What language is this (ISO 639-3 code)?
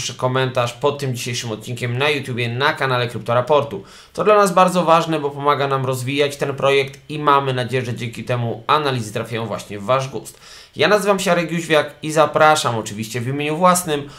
pol